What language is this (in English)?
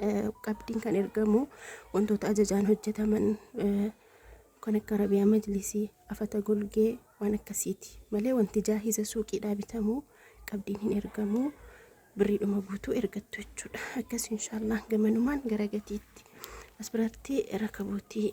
Oromo